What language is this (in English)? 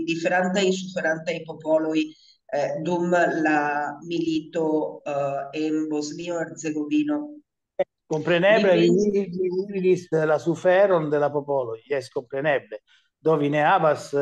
Esperanto